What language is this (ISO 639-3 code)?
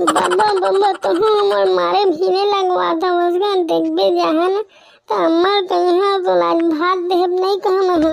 hne